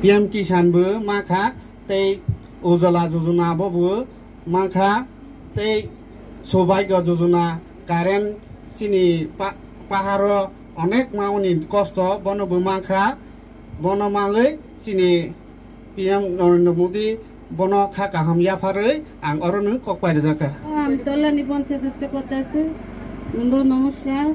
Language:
Riang (India)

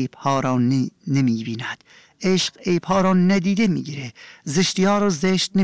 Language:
Persian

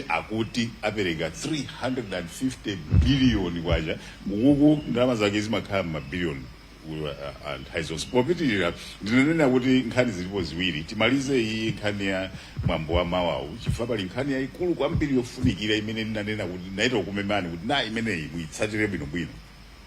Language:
Nyanja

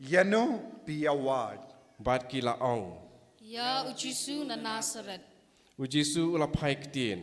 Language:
Khasi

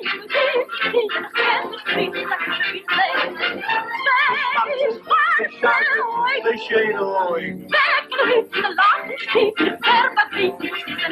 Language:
Yiddish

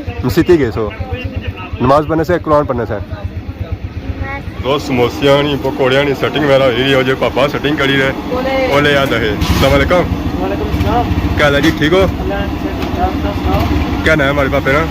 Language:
Pahari-Potwari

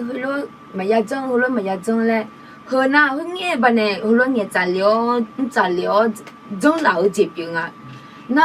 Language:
Akha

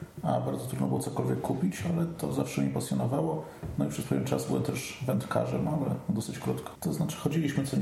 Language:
Polish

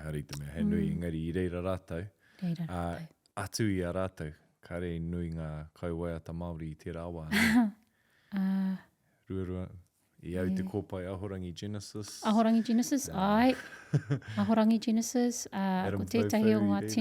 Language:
Māori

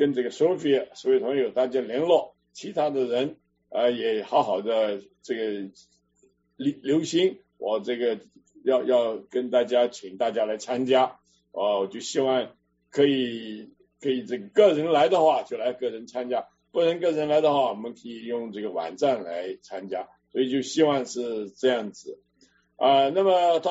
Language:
Chinese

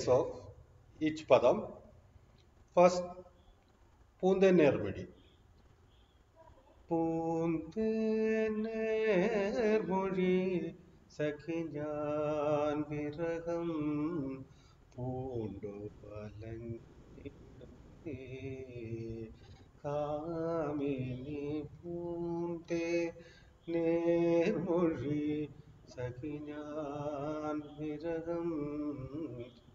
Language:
Malayalam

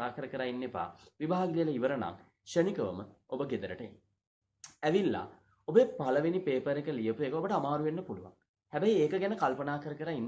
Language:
Sinhala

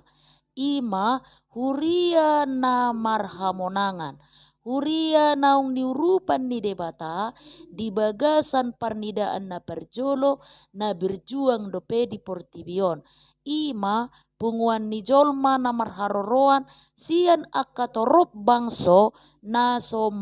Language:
Batak Toba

